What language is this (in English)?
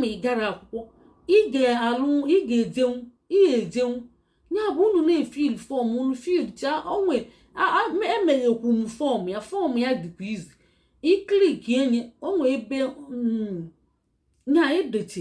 Igbo